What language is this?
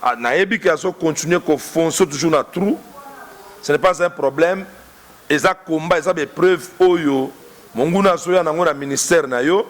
Lingala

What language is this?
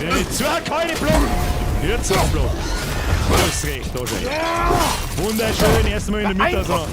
Bavarian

